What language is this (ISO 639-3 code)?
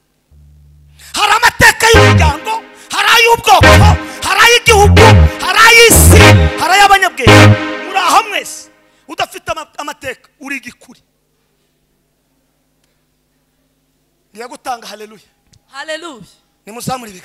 kin